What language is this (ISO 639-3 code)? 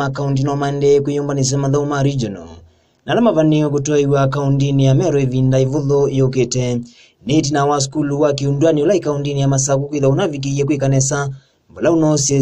kam